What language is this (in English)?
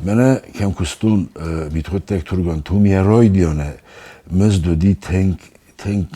Ossetic